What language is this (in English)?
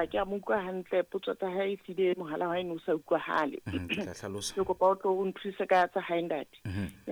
Southern Sotho